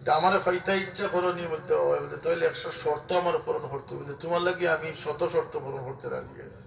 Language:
Sylheti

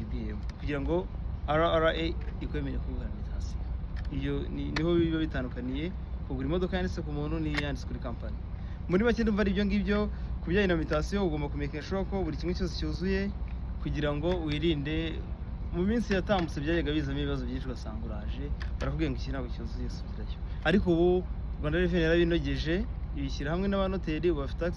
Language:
Kinyarwanda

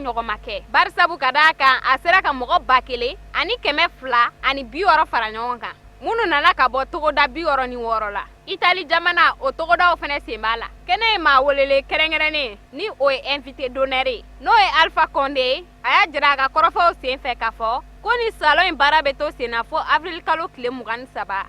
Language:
Bambara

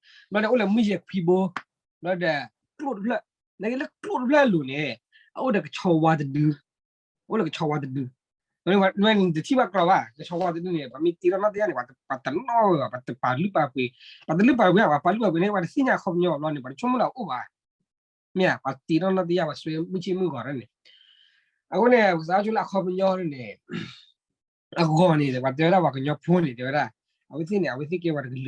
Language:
S'gaw Karen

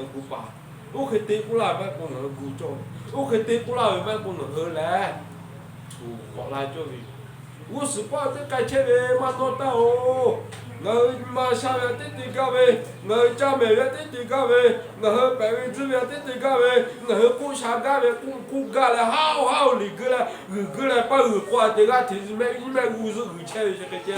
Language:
Lahu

